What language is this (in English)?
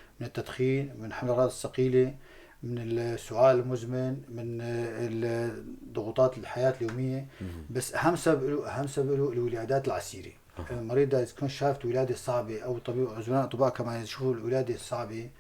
North Levantine Arabic